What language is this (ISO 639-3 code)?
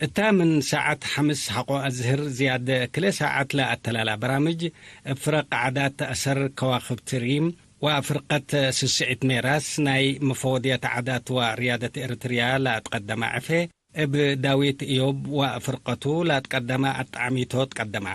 tig